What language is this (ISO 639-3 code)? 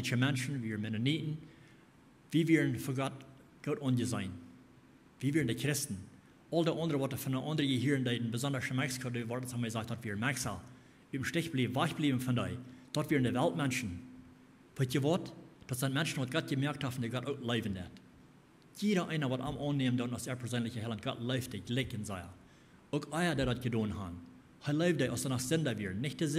pdt